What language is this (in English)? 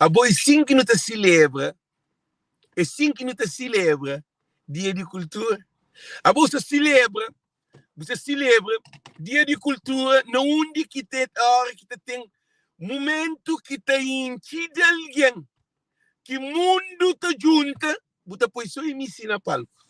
Kabuverdianu